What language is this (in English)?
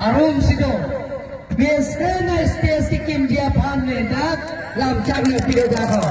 Karbi